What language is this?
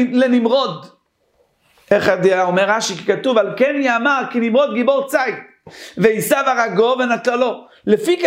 Hebrew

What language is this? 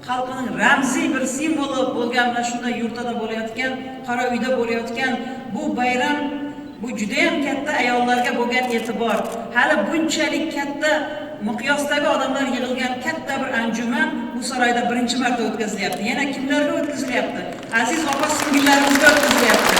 Kara-Kalpak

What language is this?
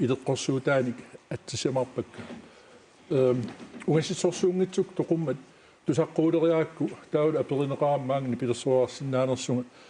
Kalaallisut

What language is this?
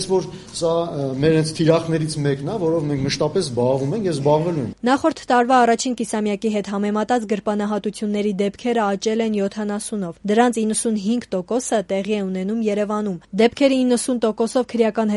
Armenian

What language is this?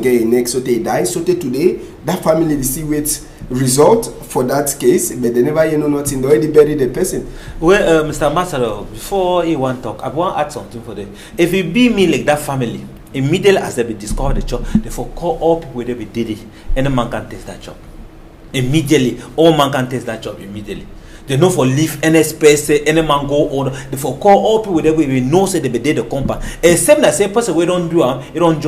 Cameroon Pidgin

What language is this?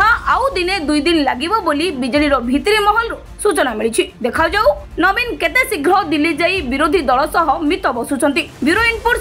Odia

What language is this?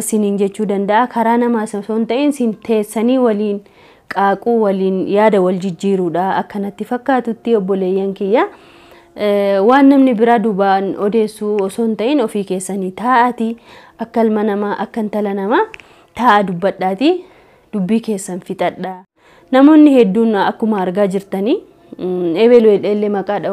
Oromo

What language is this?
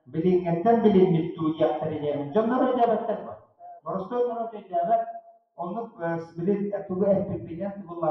Yakut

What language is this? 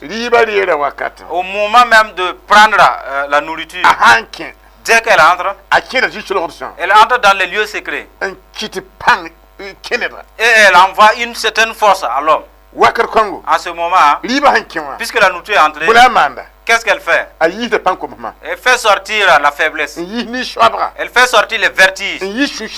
Mossi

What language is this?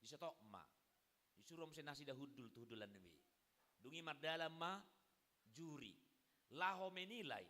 Batak Toba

